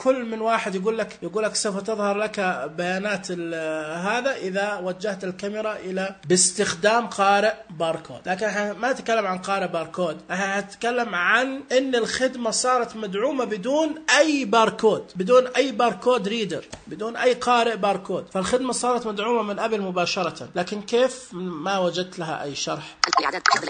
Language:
Najdi Arabic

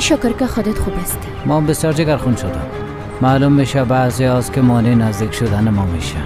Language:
Persian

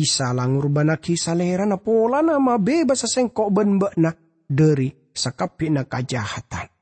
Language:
Madurese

